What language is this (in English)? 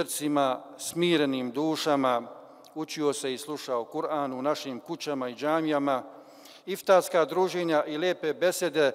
Bosnian